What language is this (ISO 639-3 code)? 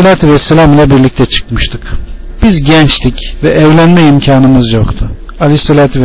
tur